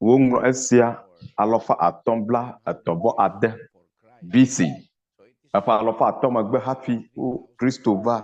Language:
Ewe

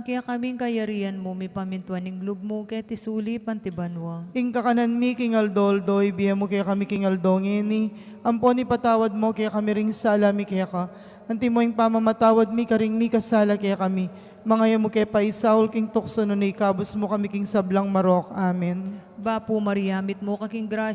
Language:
Pampanga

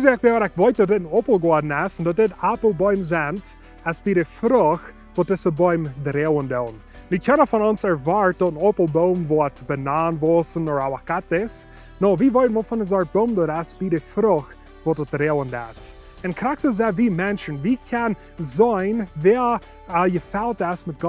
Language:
Plautdietsch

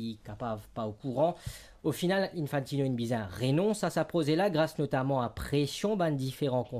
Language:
Morisyen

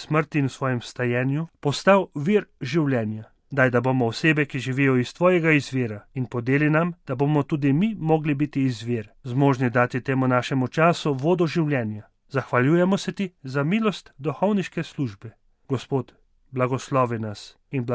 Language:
Slovenian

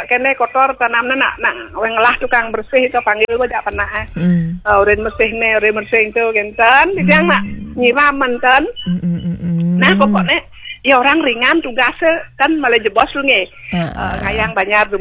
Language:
Balinese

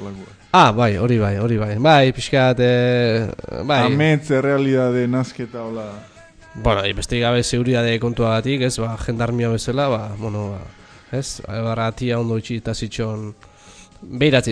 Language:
Basque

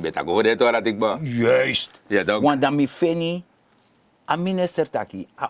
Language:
Sranan Tongo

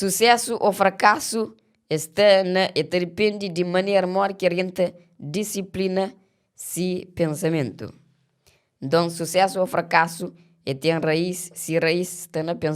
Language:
Kabuverdianu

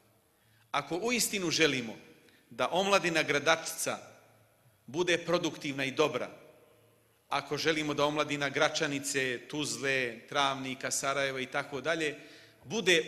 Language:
Bosnian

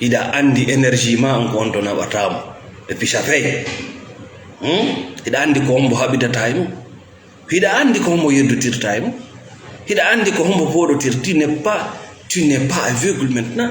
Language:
Fula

